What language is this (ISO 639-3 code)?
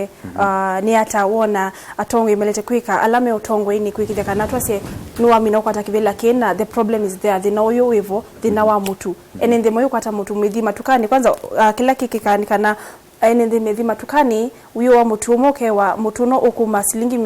kam